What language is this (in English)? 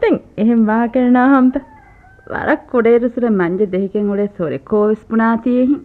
Divehi